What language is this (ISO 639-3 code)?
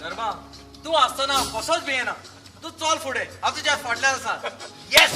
kok